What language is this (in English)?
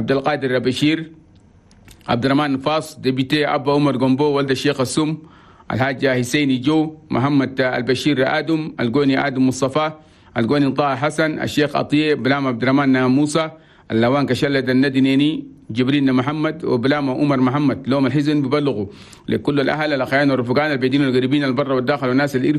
Chadian Arabic